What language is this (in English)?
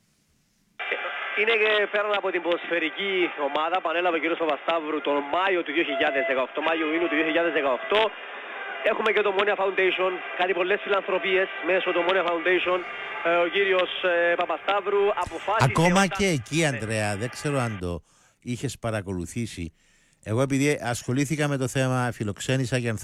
Greek